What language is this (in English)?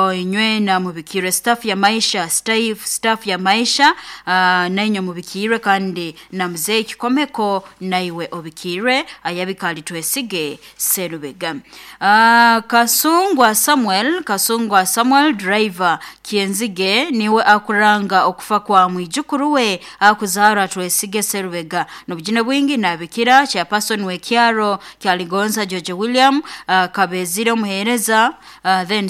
Nyoro